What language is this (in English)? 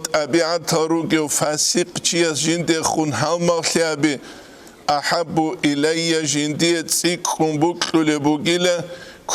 Avaric